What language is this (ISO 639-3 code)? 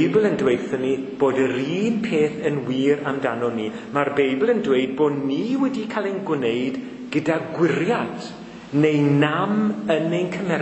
cym